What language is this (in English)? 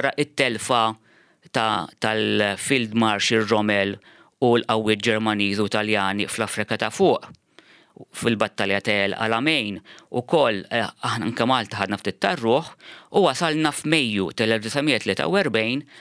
Maltese